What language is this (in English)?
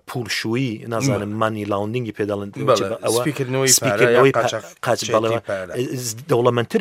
Central Kurdish